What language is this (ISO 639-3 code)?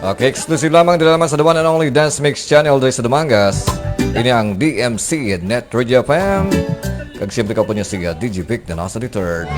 hil